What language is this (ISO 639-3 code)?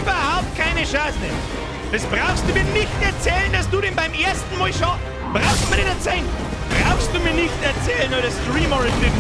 bar